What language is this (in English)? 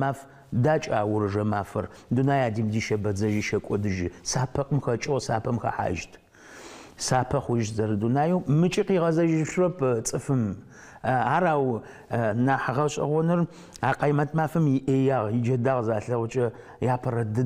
Adyghe